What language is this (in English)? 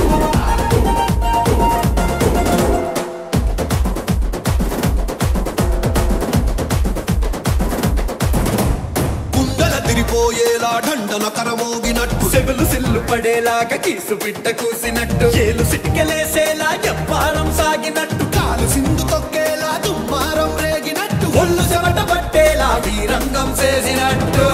Telugu